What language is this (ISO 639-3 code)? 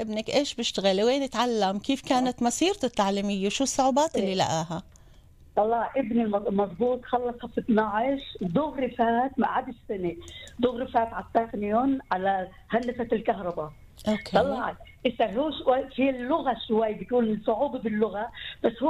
apc